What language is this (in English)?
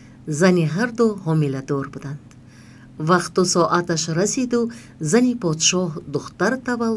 Tajik